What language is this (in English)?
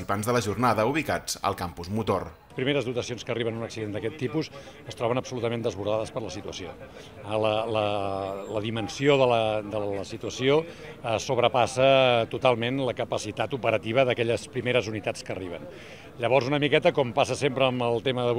Catalan